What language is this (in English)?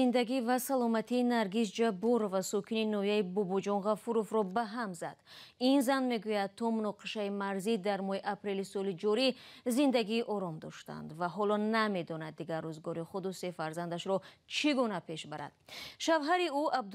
Tajik